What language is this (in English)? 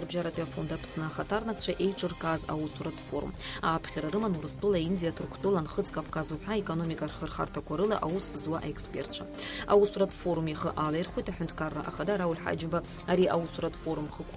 Abkhazian